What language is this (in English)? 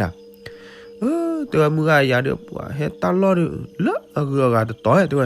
S'gaw Karen